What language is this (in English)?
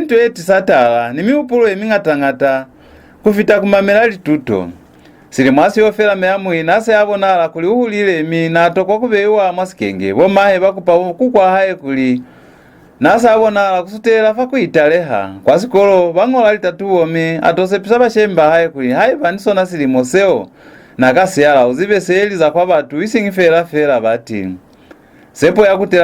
Lozi